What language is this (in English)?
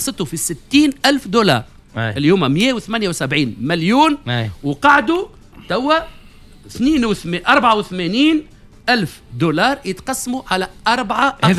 Tunisian Arabic